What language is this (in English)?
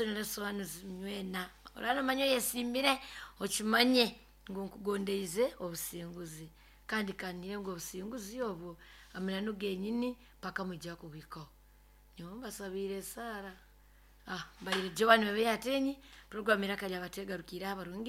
Nyankole